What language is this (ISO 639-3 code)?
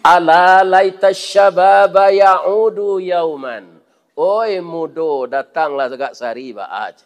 min